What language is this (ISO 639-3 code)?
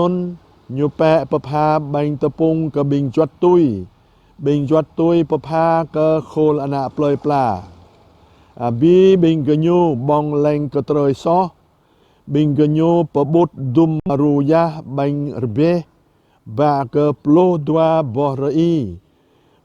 jra